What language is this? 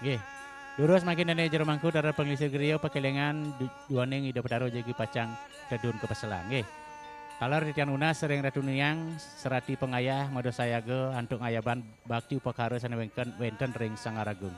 Balinese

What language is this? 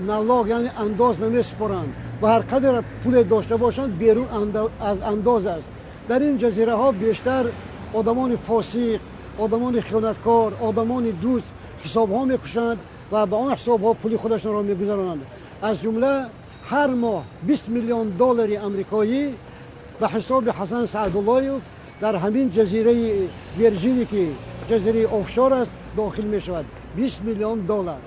Tajik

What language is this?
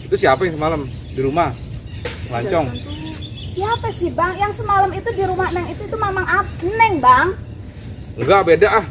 Betawi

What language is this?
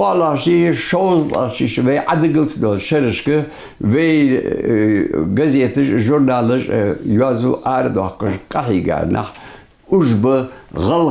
Ingush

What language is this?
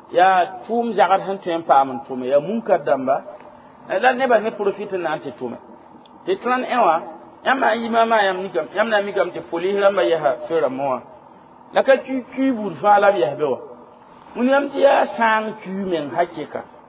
Mossi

